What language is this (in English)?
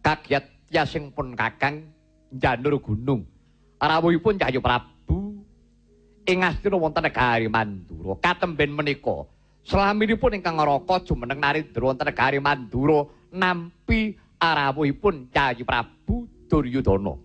Javanese